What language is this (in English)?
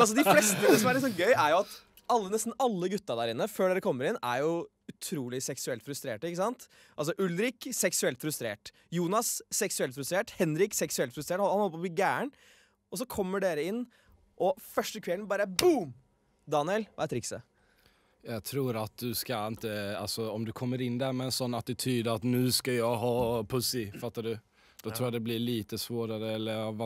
Norwegian